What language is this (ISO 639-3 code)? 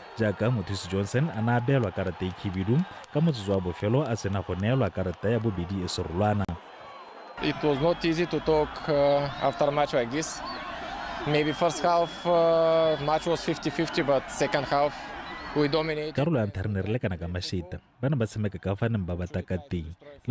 tsn